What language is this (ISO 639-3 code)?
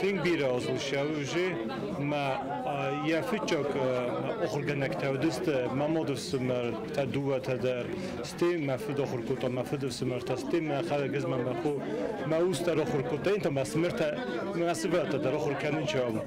oss